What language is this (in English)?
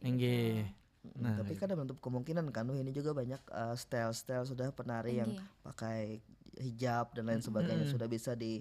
Banjar